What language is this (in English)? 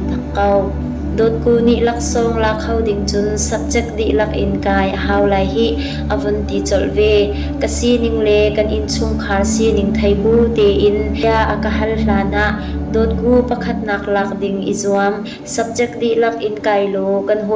Hakha Chin